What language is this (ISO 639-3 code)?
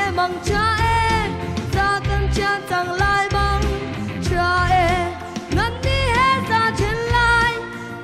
cnh